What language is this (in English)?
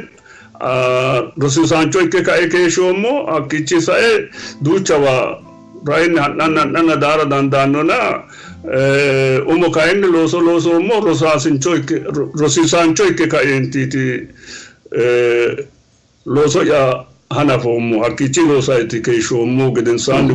Sidamo